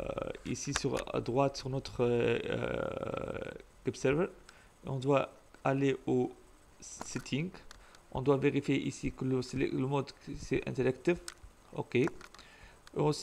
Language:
French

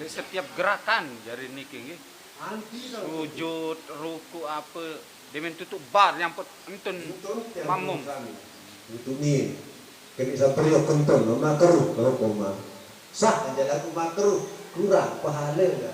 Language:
Sasak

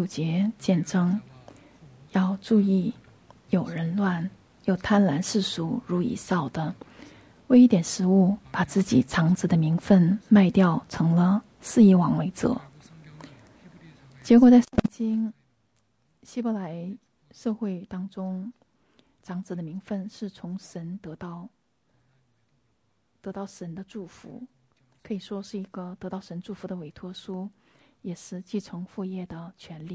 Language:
Chinese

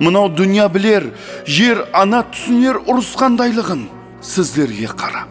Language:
Kara-Kalpak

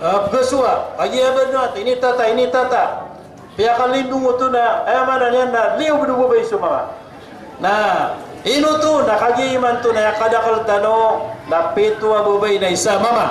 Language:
Maranao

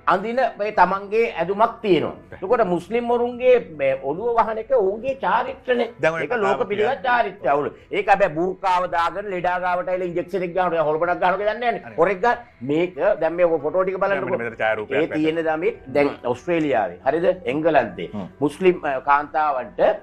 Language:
Sinhala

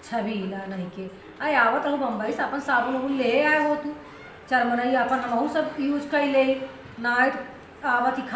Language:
Awadhi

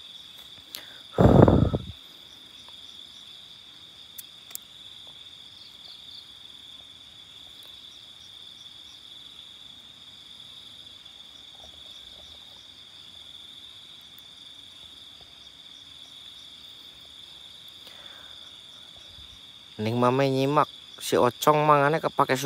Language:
Indonesian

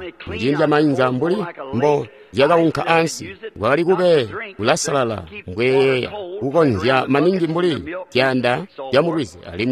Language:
Tonga (Zambia)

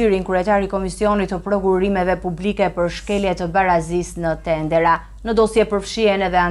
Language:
Albanian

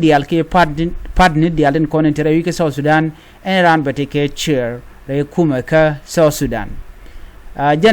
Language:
Nuer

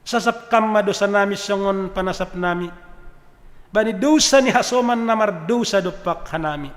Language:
Batak Simalungun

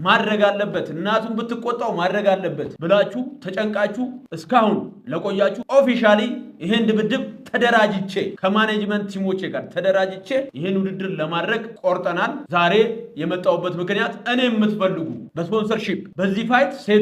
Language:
Amharic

